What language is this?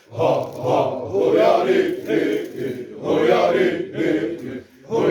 Xavánte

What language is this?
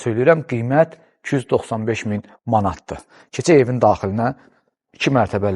Azerbaijani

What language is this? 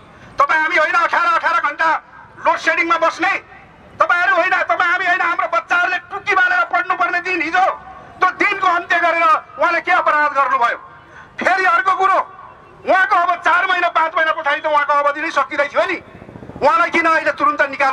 Nepali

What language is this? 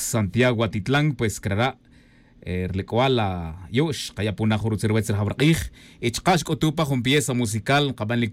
Tz'utujil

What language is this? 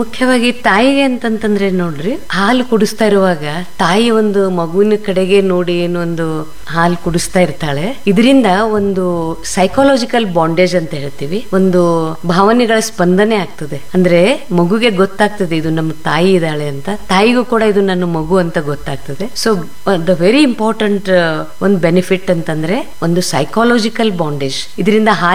Kannada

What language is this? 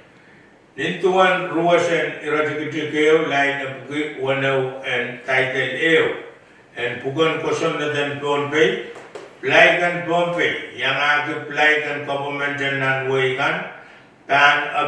Pohnpeian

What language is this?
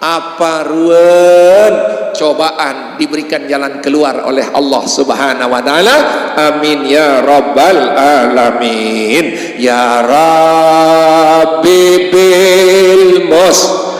Sasak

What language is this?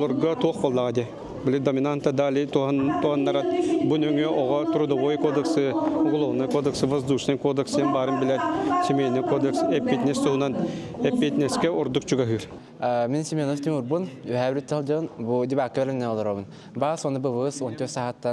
Yakut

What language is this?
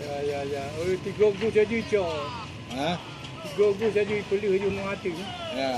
Achinese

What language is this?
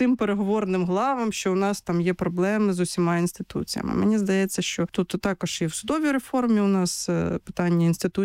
Ukrainian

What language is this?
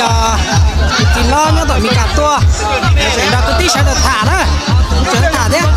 Hmong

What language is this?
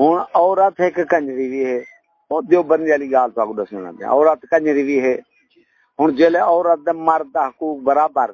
Saraiki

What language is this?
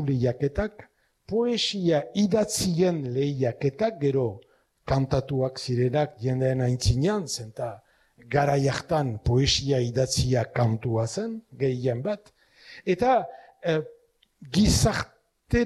Basque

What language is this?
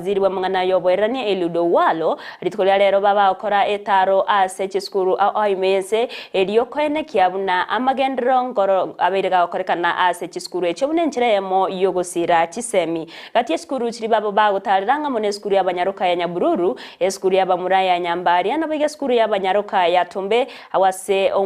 Gusii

